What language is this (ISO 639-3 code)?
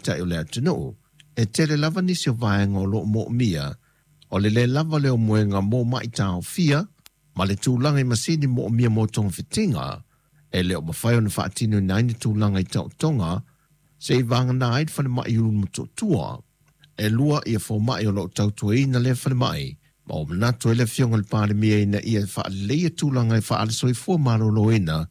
smo